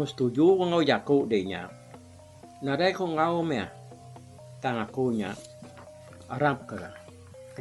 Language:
Iban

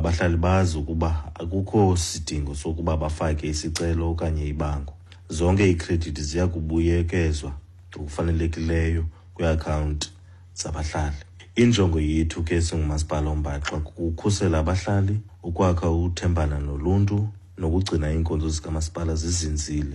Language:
Xhosa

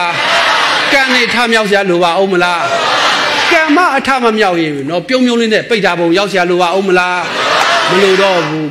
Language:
Burmese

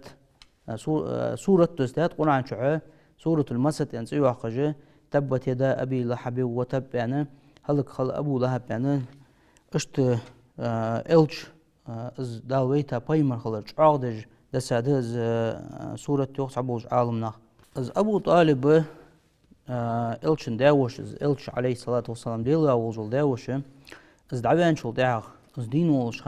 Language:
Ingush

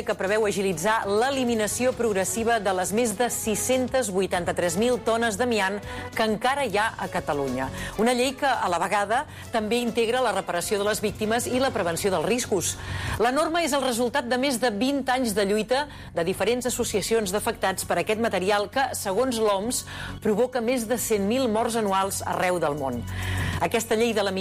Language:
Catalan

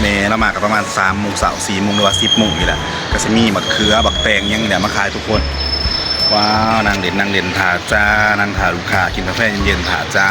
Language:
Northeastern Thai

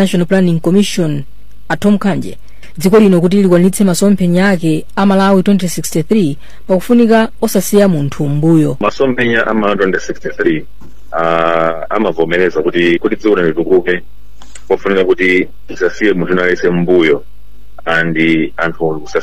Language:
Nyanja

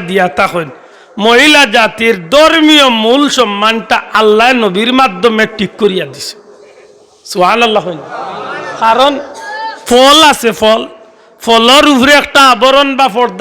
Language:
Sylheti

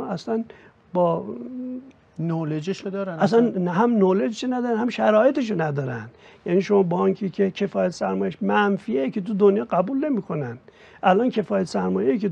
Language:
Persian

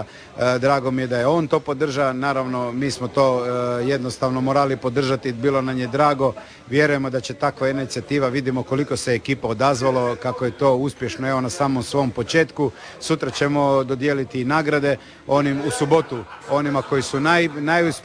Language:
Croatian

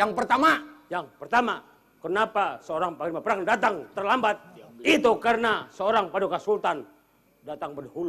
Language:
Banjar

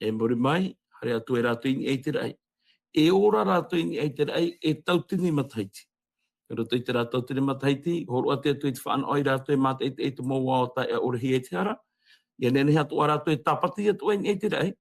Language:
Tahitian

